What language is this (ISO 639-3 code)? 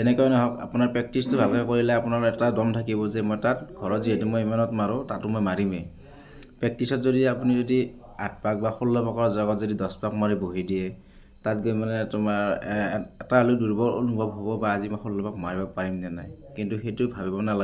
asm